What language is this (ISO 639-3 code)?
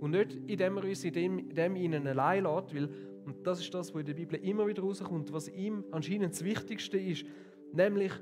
gsw